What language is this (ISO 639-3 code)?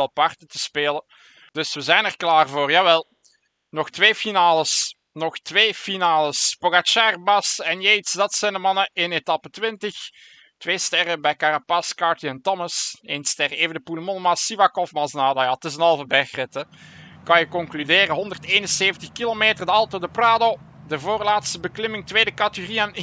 nld